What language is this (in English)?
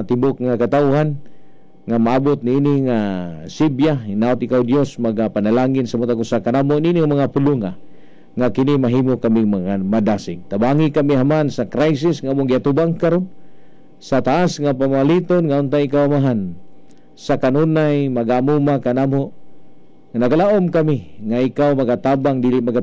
Cebuano